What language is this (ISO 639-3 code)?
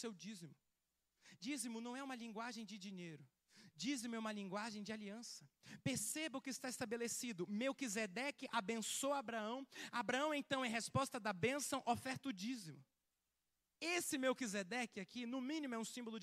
por